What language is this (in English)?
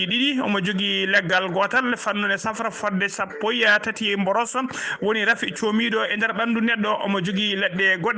Fula